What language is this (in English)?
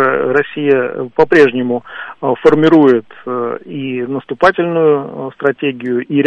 Russian